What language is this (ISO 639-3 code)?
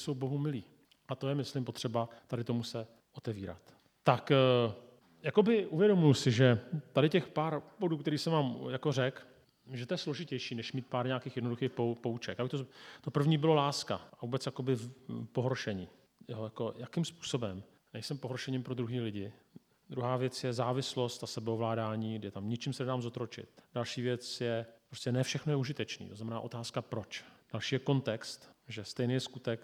ces